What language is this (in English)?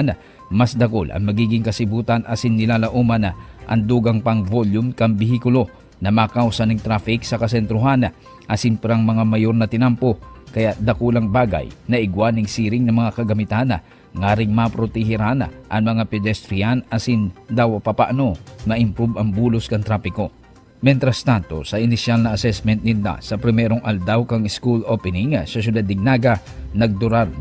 Bikol